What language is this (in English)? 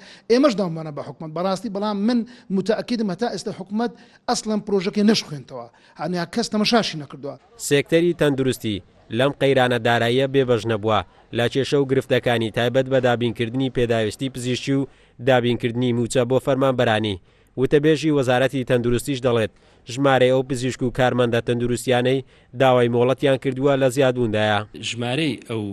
Central Kurdish